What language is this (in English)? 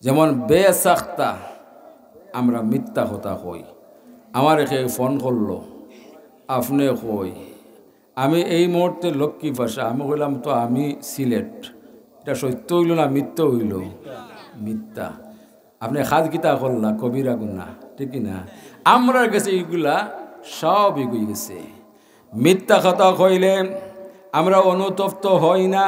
Sylheti